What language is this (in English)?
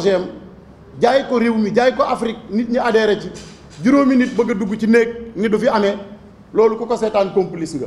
Wolof